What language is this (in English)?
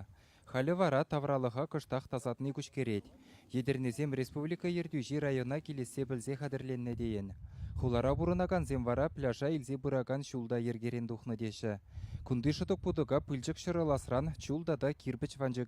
Chuvash